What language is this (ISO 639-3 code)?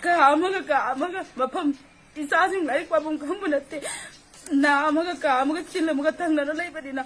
mni